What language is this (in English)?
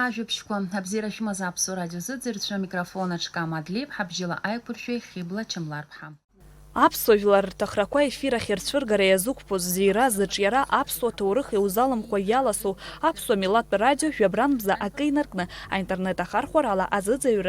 Abkhazian